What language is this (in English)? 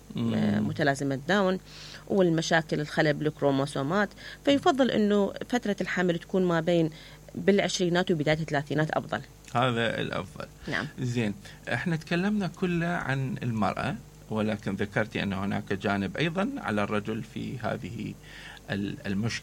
Mesopotamian Arabic